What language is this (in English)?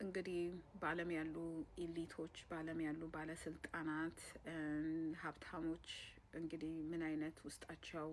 Amharic